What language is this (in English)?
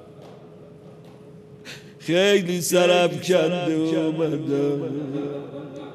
Persian